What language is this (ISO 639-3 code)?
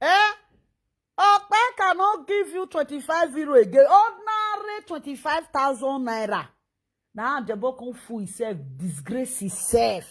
pcm